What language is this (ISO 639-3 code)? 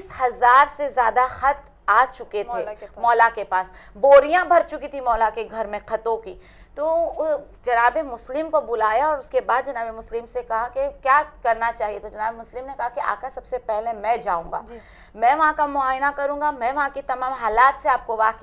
urd